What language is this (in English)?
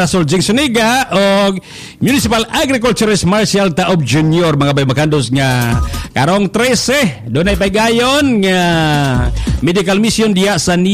Cebuano